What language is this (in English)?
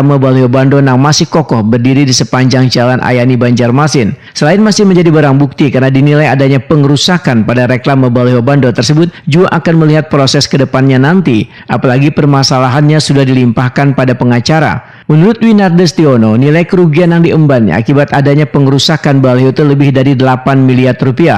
Banjar